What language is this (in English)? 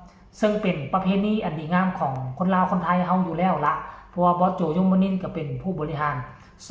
Northeastern Thai